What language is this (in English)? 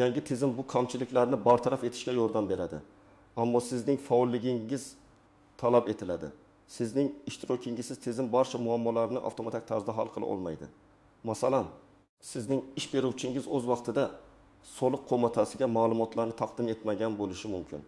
Uzbek